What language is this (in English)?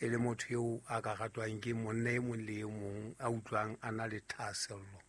Southern Sotho